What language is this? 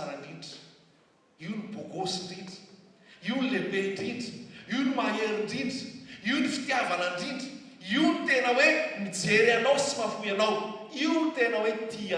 Malagasy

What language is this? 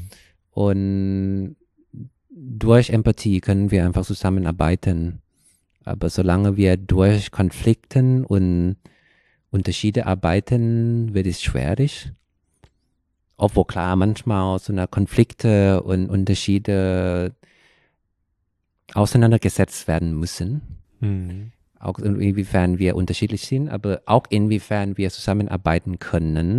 German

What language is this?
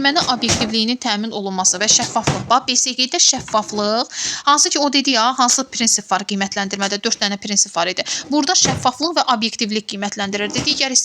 Azerbaijani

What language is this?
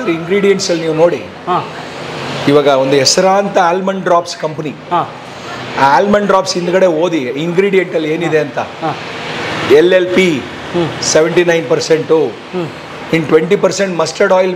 Kannada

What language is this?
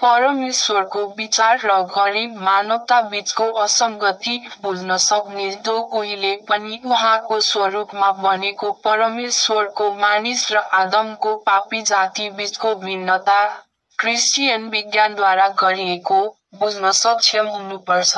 Nepali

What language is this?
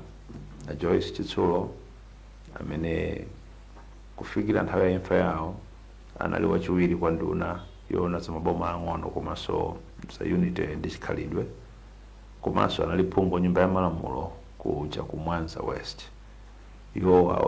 Nyanja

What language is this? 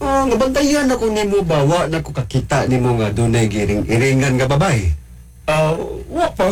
Cebuano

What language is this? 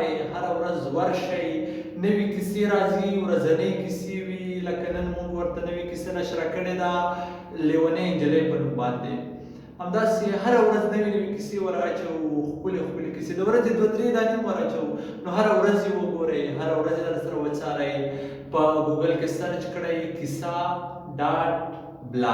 Pashto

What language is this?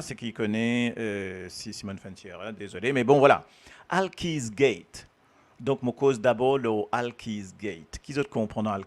Morisyen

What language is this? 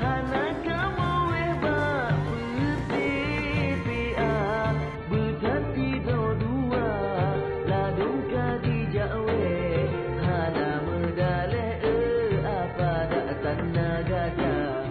Achinese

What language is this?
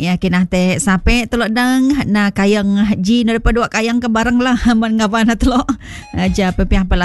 Malay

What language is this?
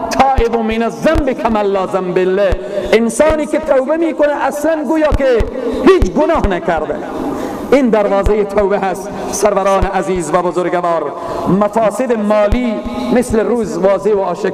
Persian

